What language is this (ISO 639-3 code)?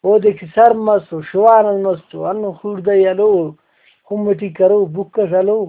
brh